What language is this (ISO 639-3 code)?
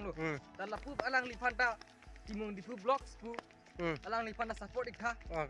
mjw